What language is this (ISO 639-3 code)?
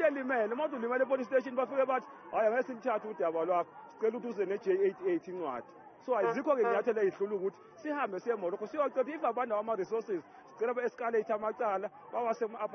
zul